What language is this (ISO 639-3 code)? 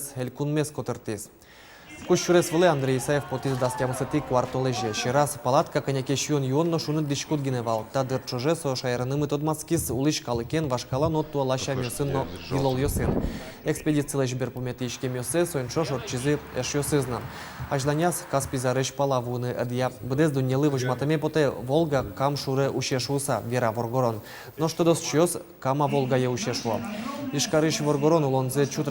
udm